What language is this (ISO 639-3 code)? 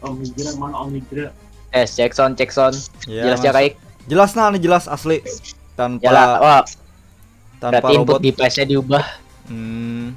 bjn